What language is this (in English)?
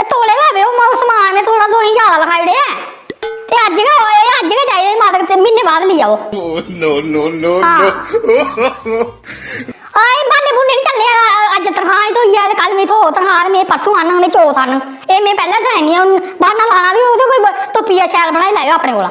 Dogri